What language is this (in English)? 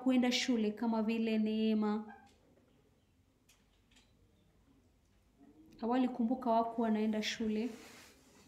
Swahili